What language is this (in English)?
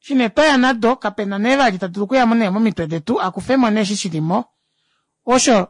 Kuanyama